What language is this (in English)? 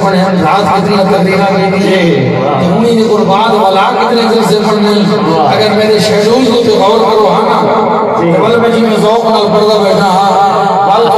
Saraiki